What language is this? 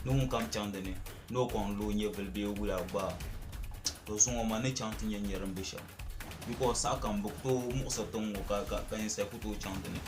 Dagbani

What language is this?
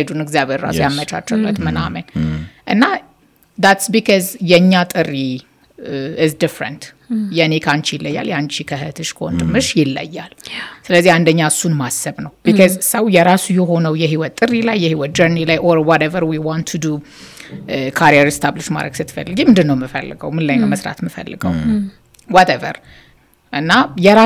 Amharic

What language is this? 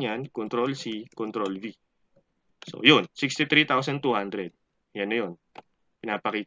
Filipino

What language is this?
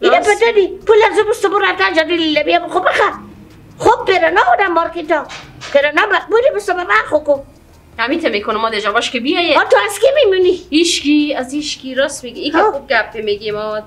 Persian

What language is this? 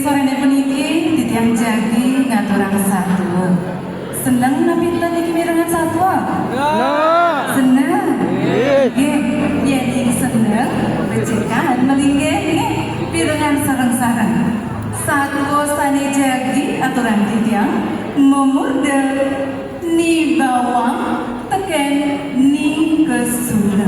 Balinese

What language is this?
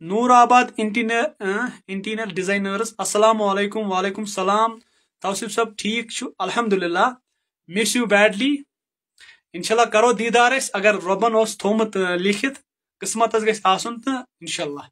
Kashmiri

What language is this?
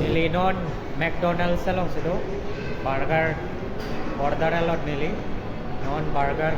Karbi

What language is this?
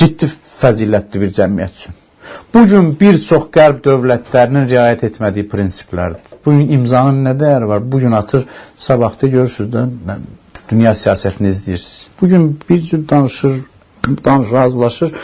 Azerbaijani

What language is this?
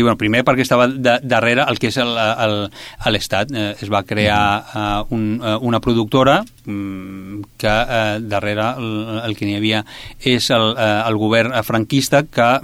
Catalan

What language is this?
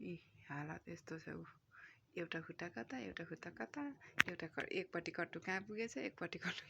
Nepali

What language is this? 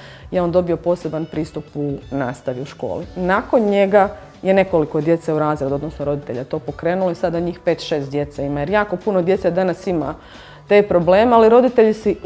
Croatian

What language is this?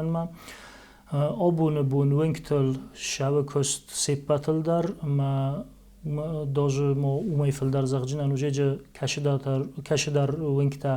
Ossetic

